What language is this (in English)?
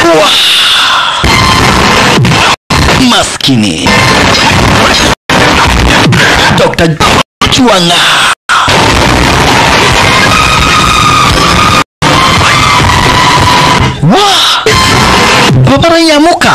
Swahili